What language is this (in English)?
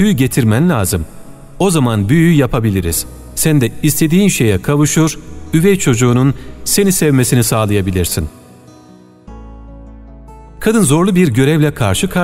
Turkish